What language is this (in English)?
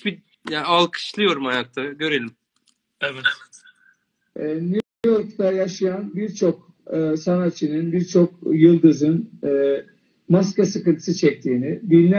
Turkish